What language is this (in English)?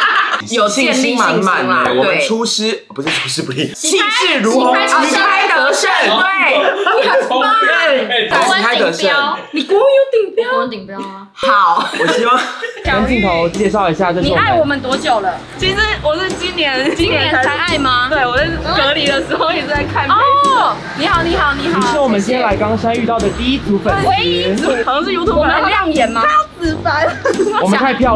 Chinese